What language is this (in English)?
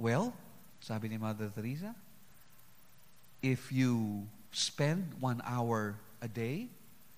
Filipino